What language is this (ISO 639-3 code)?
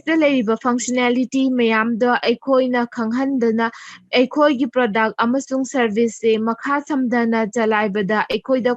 mni